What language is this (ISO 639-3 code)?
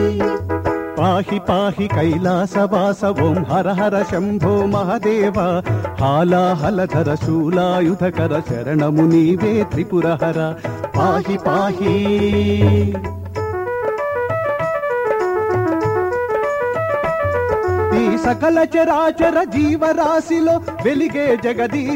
tel